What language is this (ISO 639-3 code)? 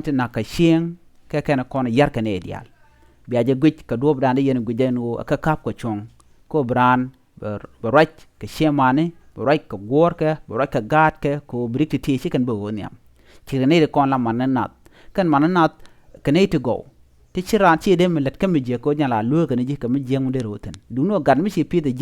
nus